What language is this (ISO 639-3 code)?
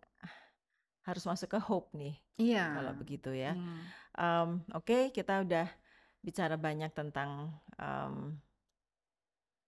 ind